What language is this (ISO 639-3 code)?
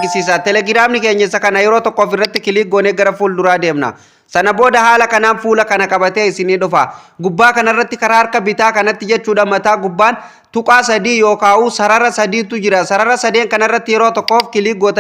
orm